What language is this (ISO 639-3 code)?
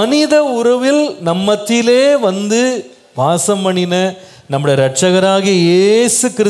tam